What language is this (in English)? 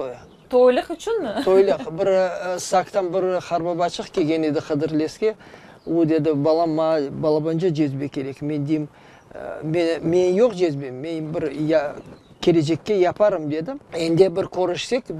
Crimean Tatar